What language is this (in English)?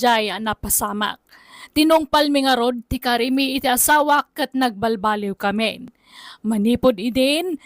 Iloko